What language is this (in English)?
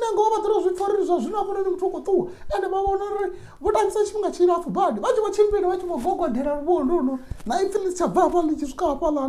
Venda